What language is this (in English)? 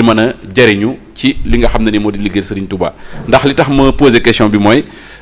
Wolof